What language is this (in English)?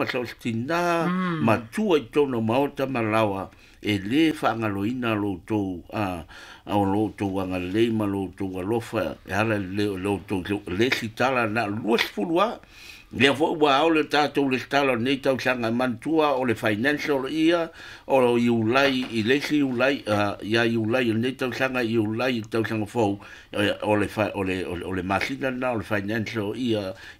Samoan